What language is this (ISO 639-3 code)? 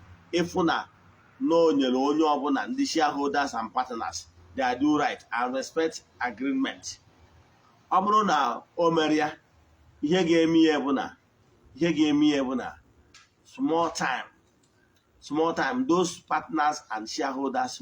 ibo